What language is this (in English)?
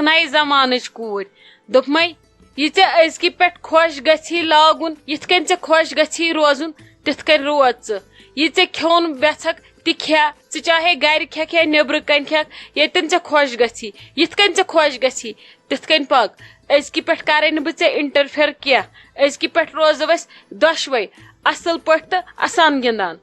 Kashmiri